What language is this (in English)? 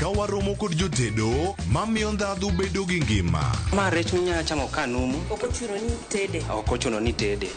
Luo (Kenya and Tanzania)